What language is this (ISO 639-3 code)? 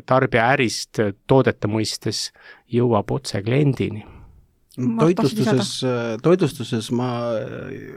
est